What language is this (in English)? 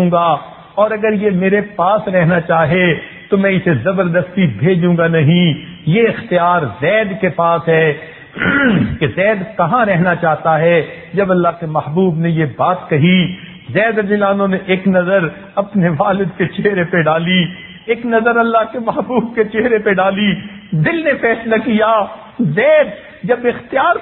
Urdu